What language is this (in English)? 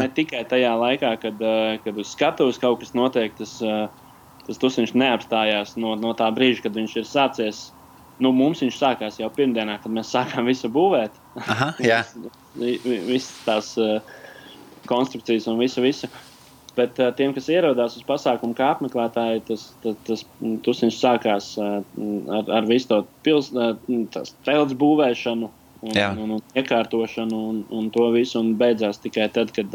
Latvian